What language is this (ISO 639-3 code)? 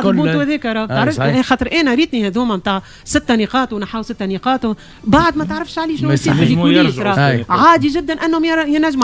aeb